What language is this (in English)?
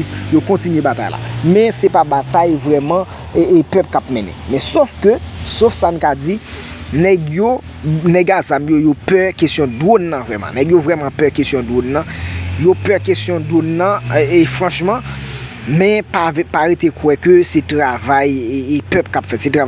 Haitian Creole